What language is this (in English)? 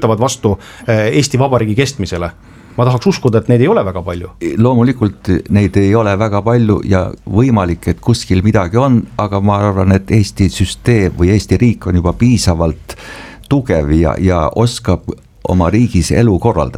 Estonian